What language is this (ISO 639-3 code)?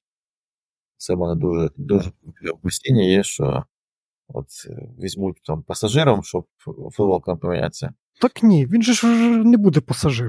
ukr